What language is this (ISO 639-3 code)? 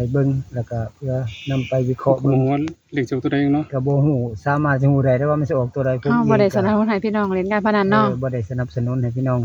tts